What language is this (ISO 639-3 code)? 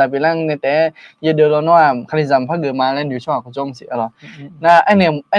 ahk